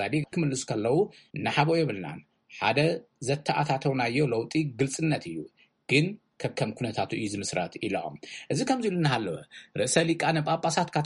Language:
Tigrinya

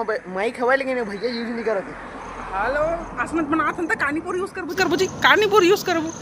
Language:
Chhattisgarhi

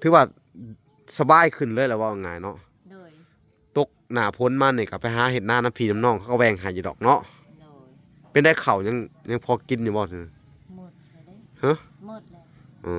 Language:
Lao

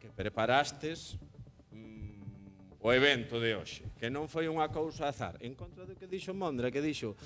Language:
Galician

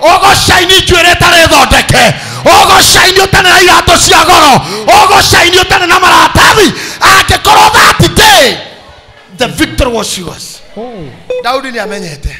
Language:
Kikuyu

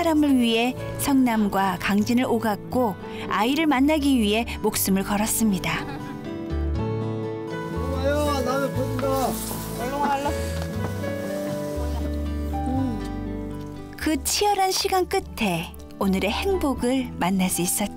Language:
Korean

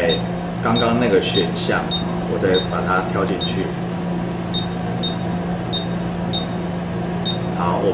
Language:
Chinese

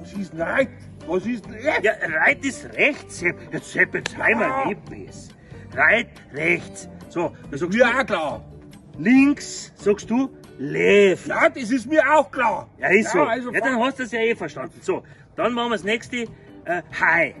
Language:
Bavarian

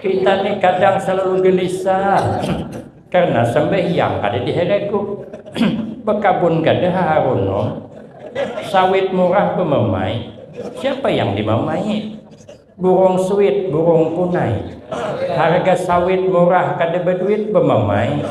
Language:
Banjar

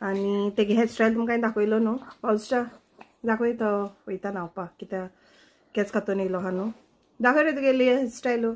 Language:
Konkani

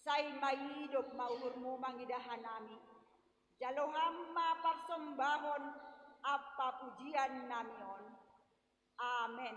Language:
Batak Simalungun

